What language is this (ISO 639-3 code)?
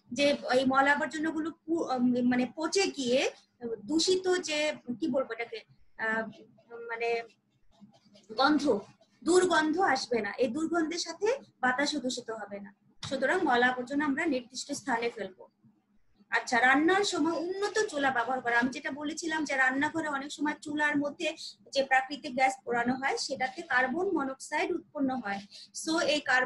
ben